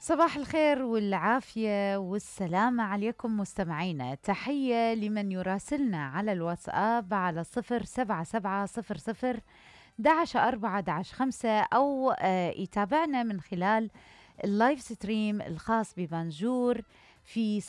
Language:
Mesopotamian Arabic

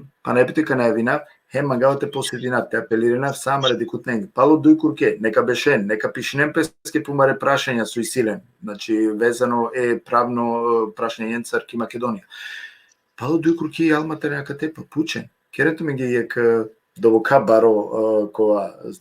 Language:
Balkan Romani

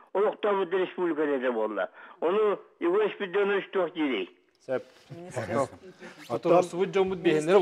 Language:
Yakut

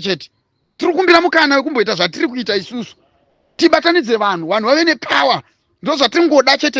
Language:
Shona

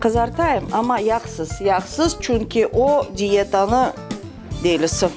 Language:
Crimean Tatar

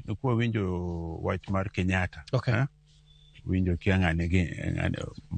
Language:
Luo (Kenya and Tanzania)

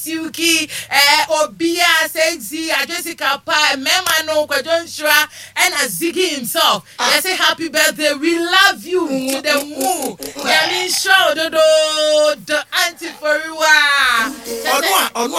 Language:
Akan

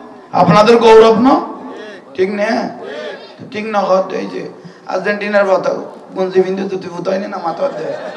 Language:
Bangla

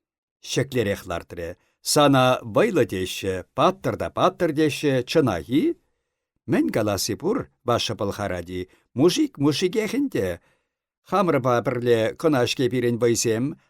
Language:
Chuvash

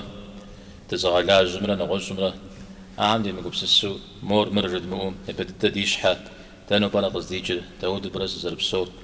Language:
Kabardian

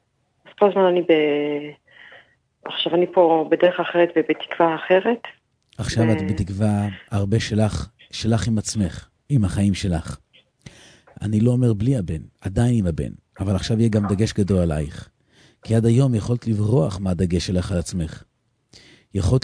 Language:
Hebrew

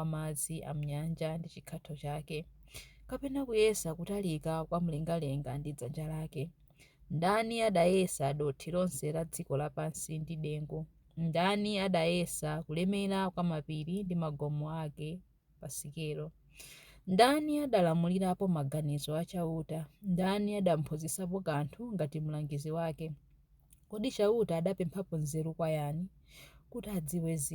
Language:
Nyanja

